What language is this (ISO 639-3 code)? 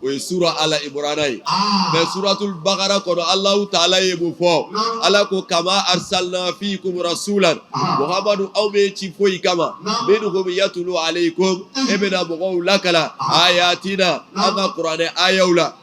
bam